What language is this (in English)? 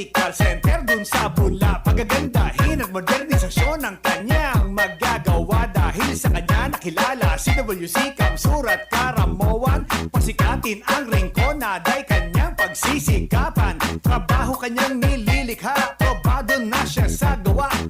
Bikol